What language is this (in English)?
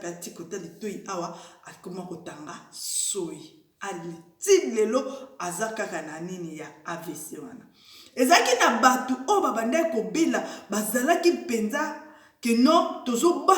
Lingala